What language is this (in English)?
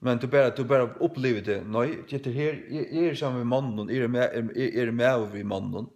Faroese